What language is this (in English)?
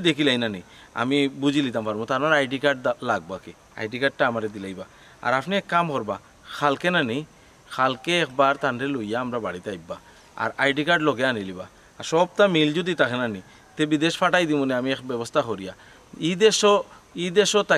Sylheti